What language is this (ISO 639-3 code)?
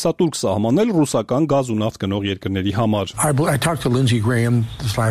hye